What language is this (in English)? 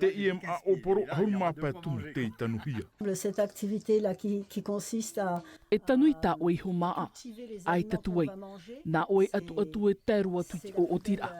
Tahitian